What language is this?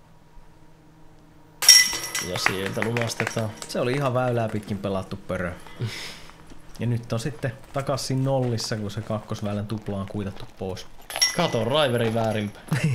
Finnish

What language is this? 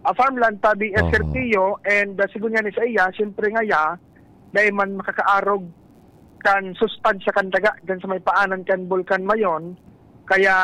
Bikol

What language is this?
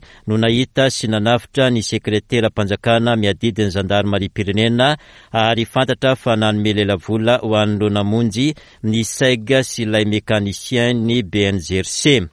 Malagasy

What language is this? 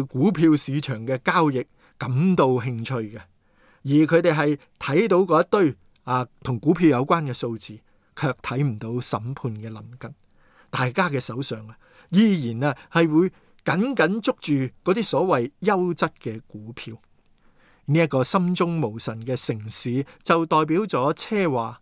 Cantonese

